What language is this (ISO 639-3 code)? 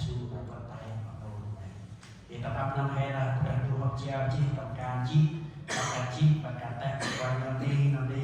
cmo